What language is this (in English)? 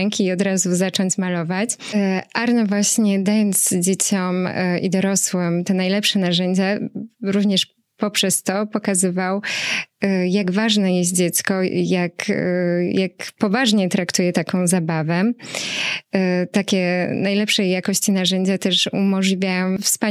Polish